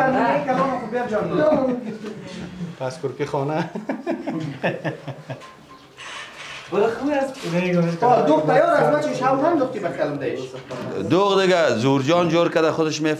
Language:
Persian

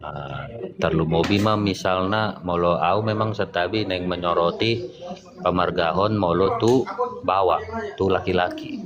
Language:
Batak Toba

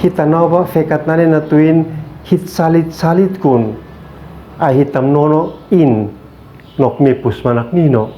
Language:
Uab Meto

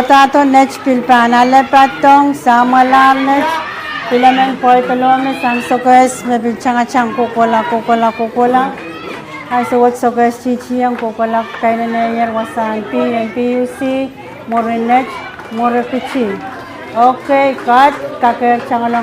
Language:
Pohnpeian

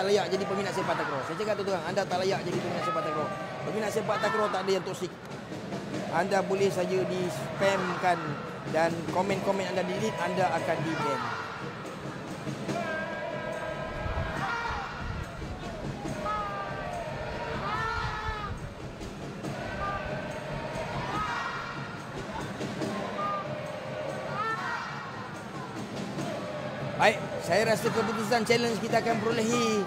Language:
Malay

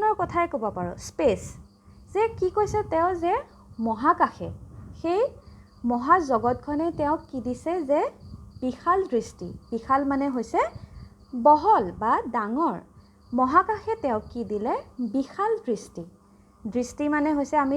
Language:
Assamese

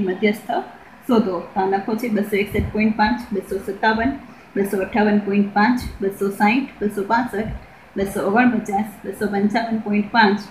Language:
Gujarati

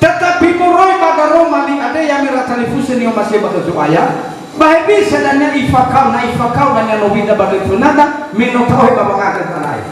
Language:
Nias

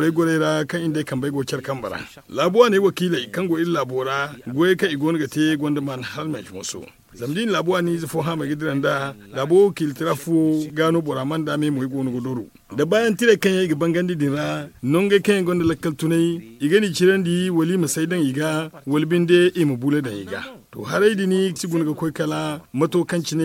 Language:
Zarma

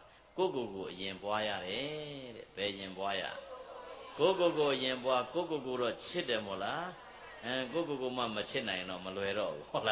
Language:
Burmese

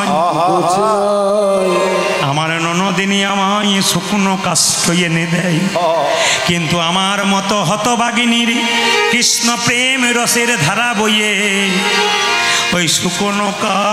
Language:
Bangla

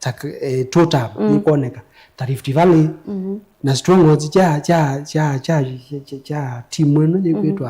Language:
Kamba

